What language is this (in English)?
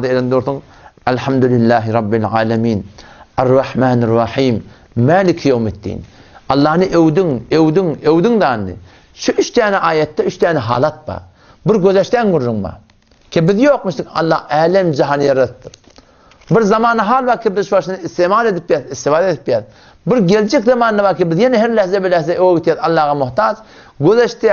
Turkmen